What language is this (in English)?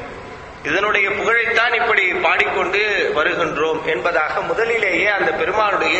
Tamil